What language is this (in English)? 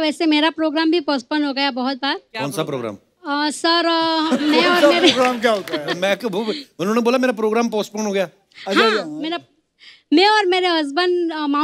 Hindi